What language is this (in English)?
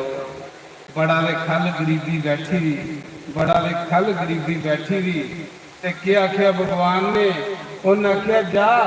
Dogri